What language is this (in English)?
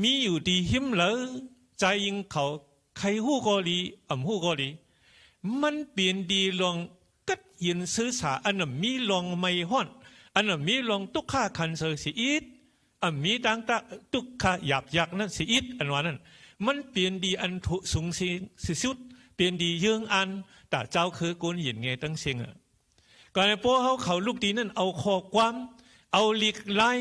Shan